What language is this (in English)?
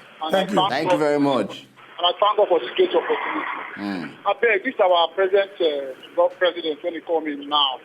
Nigerian Pidgin